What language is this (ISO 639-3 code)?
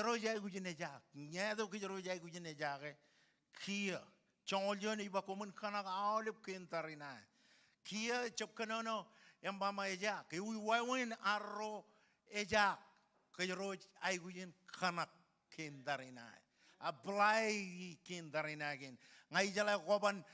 mah